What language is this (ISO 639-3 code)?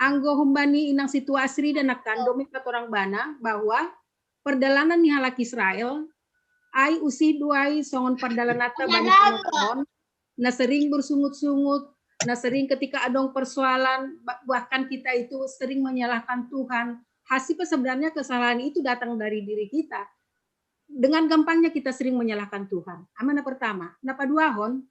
bts